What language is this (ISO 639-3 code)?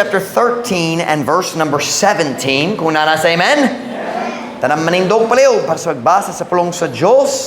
ceb